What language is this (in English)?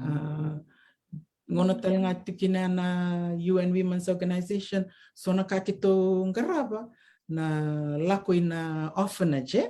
Fijian